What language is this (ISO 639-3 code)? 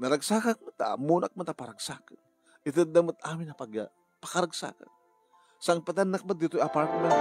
ilo